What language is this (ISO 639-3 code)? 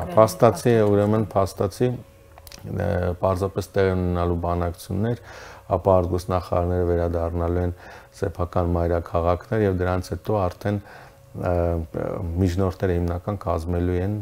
hye